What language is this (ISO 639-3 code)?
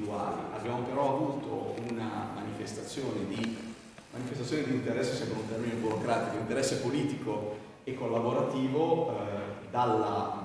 ita